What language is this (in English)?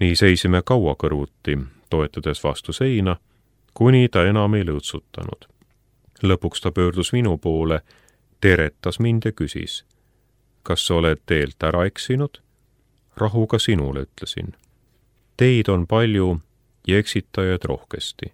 Estonian